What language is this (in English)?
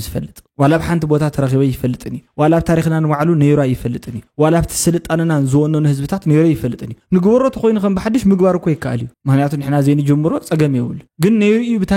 Tigrinya